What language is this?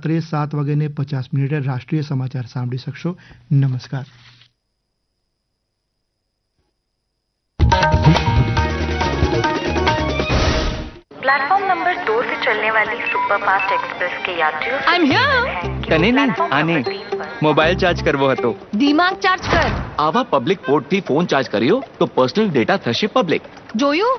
Gujarati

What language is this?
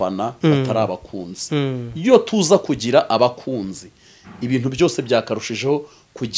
Kinyarwanda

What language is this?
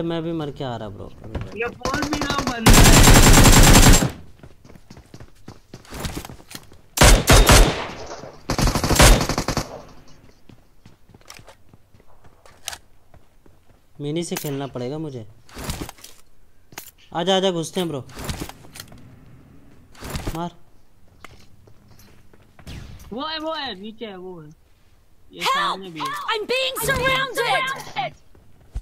Hindi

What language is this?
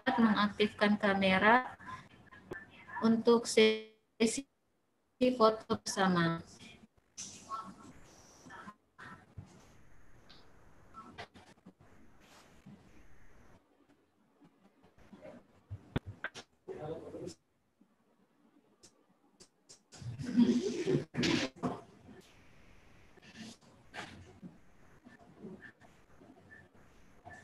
Indonesian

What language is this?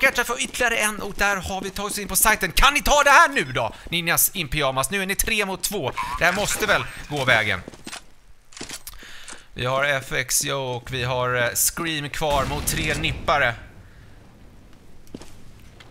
Swedish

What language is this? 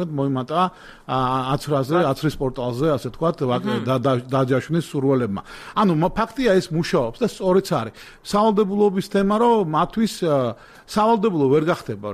Georgian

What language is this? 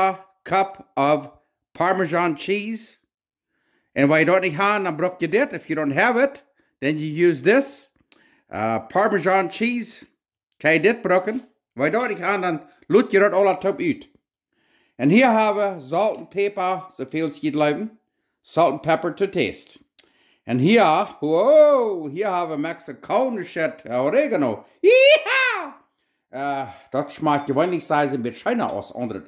Plautdietsch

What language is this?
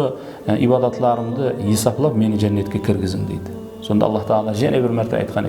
Kara-Kalpak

